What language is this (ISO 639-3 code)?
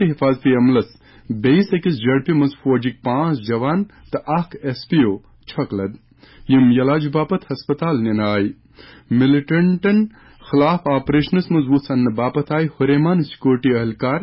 kas